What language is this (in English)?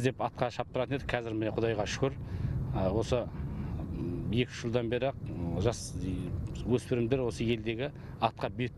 Kazakh